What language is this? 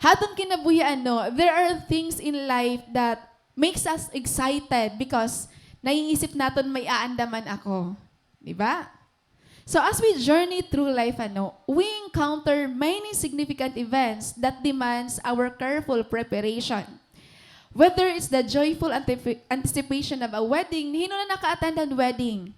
Waray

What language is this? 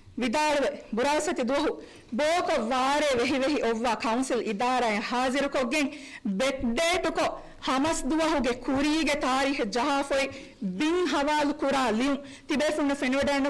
Divehi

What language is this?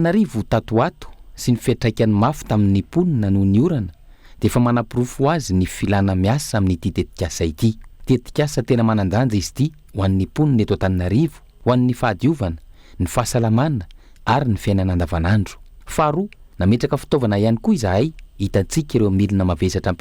Malagasy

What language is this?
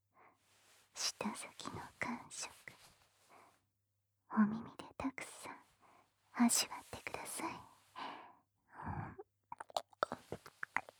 Japanese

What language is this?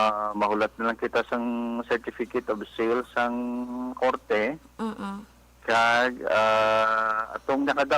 Hiligaynon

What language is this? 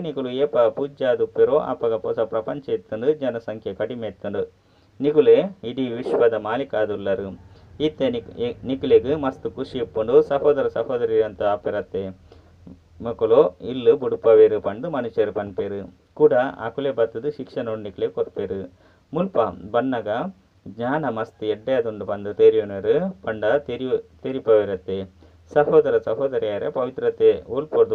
Tulu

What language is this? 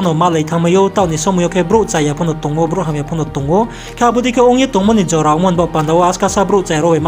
Riang (India)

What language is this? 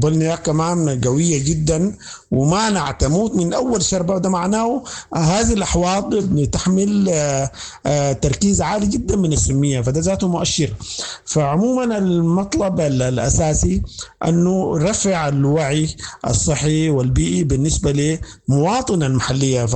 Sudanese Arabic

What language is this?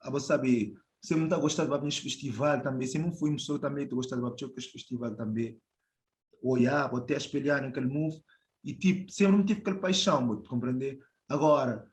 Kabuverdianu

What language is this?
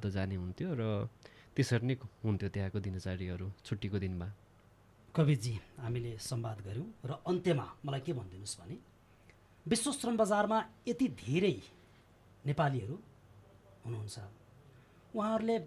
Nepali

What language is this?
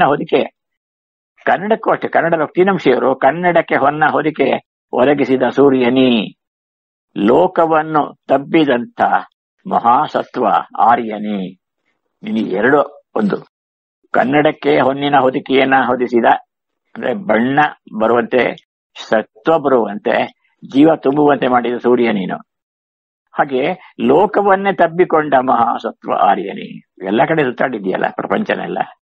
Kannada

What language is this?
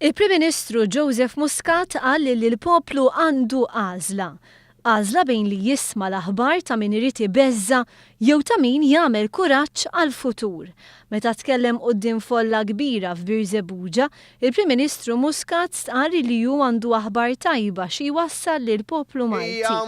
Maltese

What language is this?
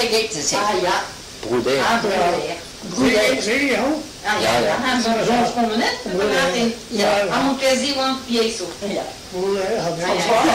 Breton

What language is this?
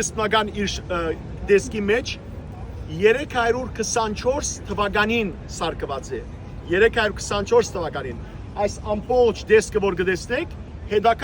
Western Armenian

